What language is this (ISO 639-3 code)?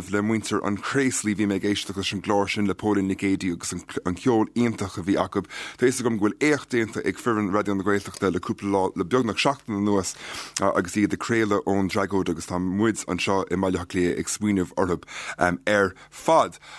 gle